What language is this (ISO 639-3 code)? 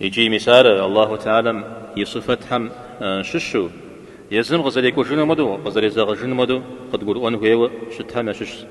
kbd